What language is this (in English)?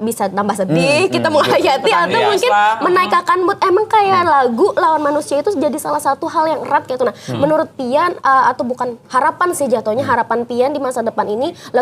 Banjar